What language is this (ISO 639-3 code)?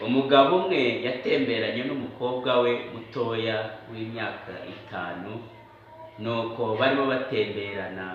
kin